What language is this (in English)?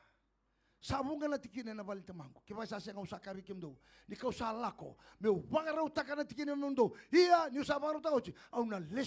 Fijian